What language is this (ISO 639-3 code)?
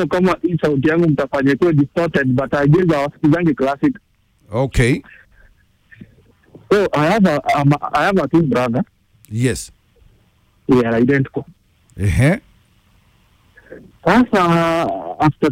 swa